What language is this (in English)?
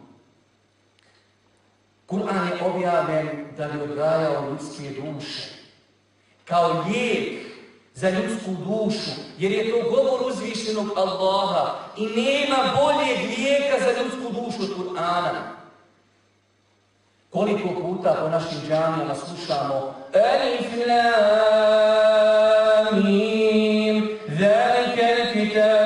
Bosnian